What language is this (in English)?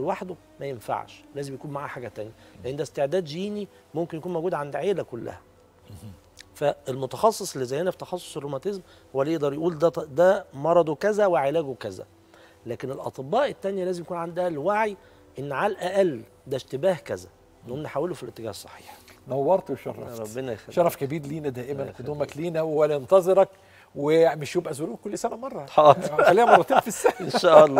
Egyptian Arabic